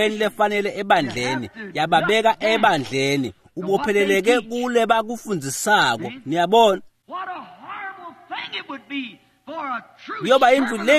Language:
Swati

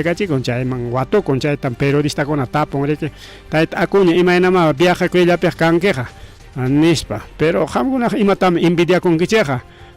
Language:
Ayacucho Quechua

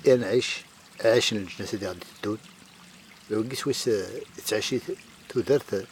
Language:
Kabyle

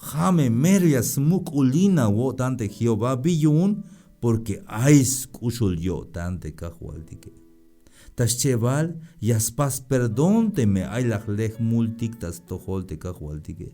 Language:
Tzeltal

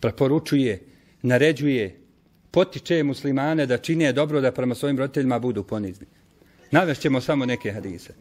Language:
Bosnian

